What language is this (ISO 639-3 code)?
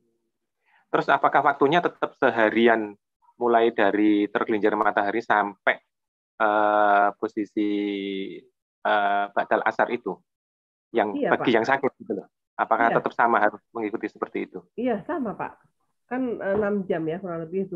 ind